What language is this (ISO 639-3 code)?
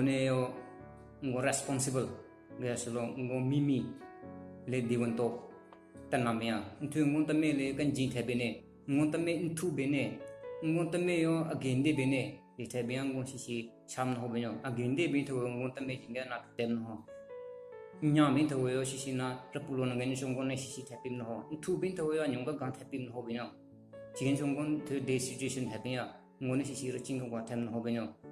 nre